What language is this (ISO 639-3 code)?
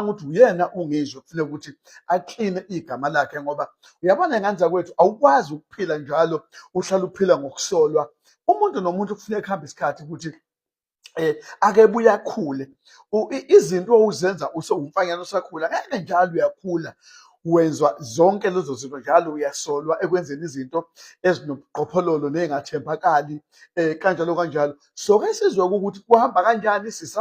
zul